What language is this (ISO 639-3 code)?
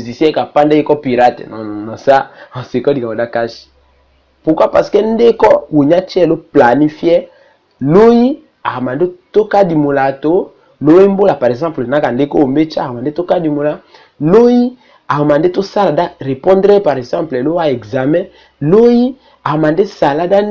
tll